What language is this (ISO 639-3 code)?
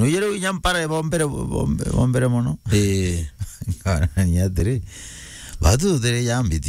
mer